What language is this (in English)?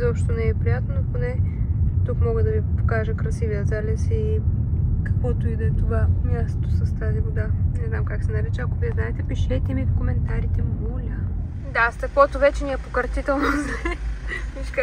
Bulgarian